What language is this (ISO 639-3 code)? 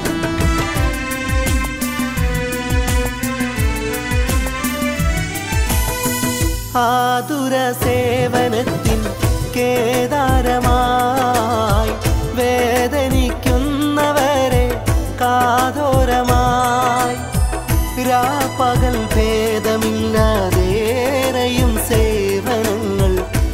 mal